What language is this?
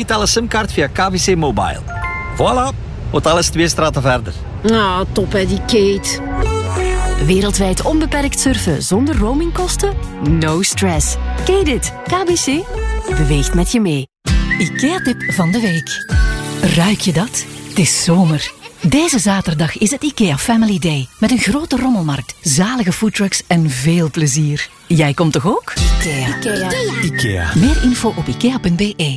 Dutch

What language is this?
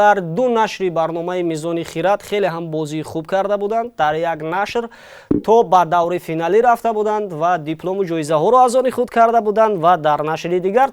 Tajik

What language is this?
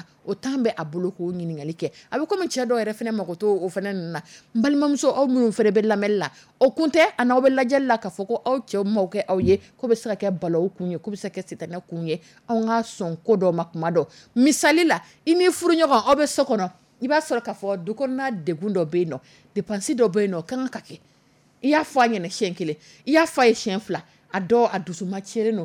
Dyula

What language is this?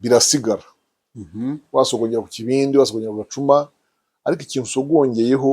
Kinyarwanda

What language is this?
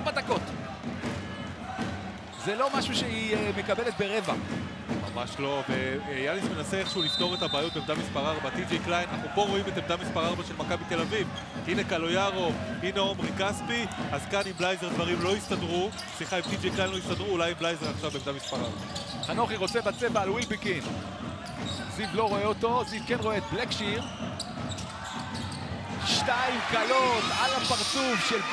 Hebrew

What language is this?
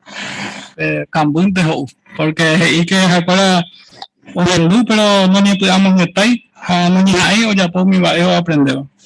Guarani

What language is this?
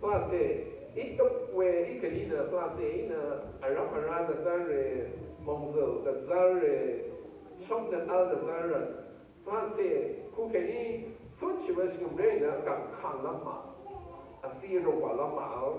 Rawang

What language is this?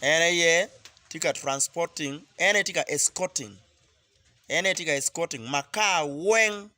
Acoli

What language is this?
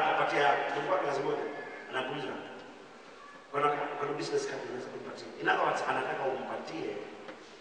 Swahili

